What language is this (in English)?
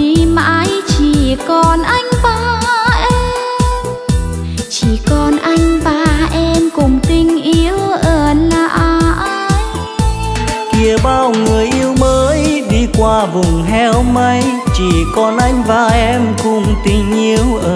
Vietnamese